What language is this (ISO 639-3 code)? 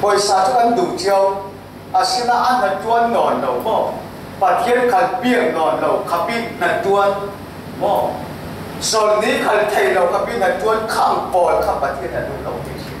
cfm